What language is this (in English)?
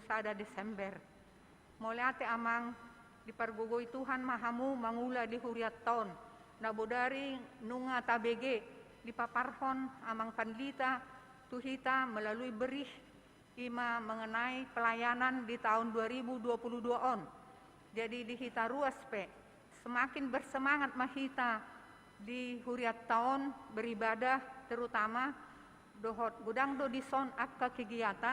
Batak Toba